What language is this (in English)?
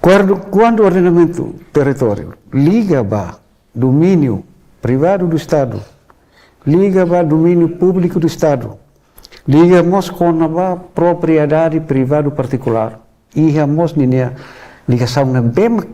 Tetum